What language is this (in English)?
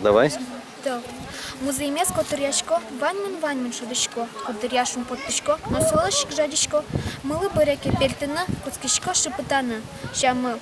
Udmurt